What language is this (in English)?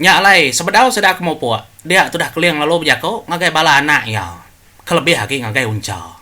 Iban